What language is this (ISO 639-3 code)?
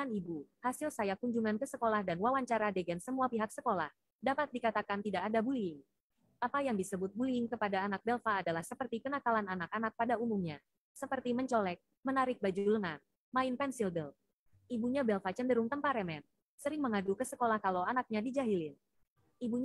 ind